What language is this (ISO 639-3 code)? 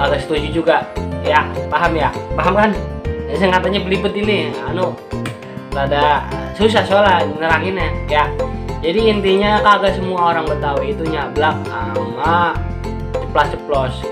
bew